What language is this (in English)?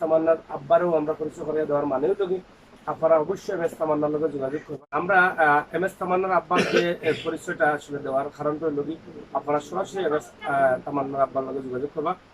Sylheti